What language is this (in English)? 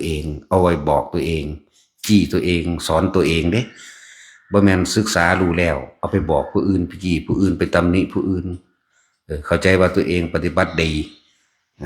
Northeastern Thai